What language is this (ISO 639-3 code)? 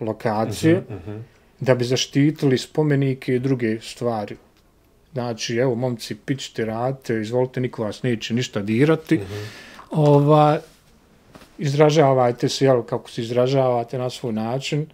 hrv